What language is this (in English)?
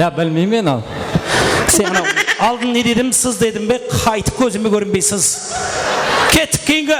Kara-Kalpak